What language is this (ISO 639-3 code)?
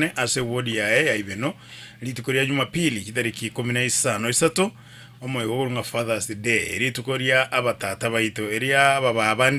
guz